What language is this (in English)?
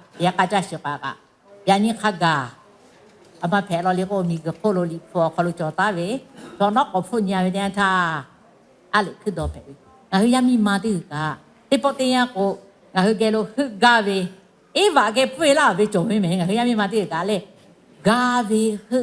Lahu